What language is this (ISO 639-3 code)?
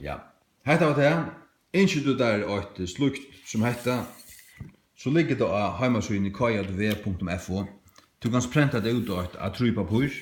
fao